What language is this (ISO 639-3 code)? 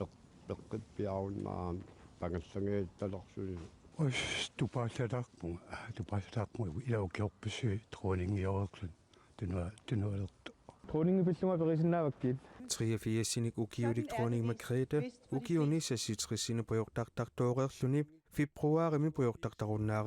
kal